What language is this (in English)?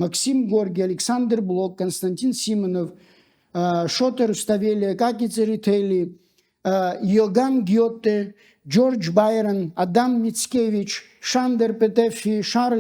Abkhazian